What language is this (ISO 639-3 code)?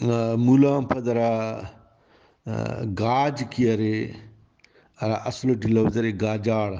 brh